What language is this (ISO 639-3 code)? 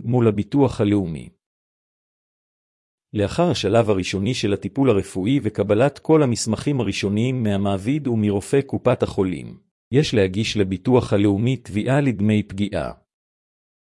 heb